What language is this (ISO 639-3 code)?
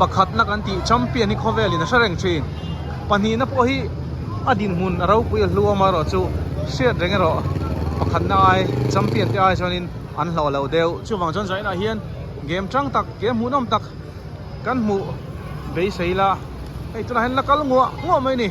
lus